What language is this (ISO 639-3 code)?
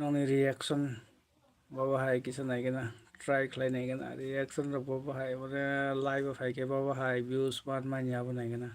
trp